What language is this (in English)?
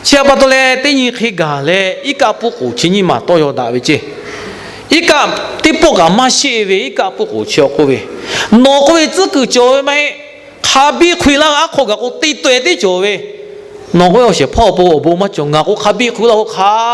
Lahu